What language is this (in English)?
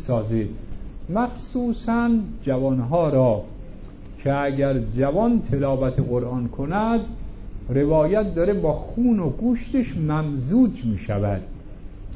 Persian